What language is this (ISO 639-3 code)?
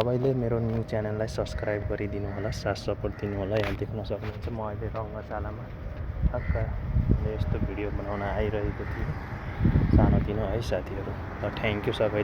nep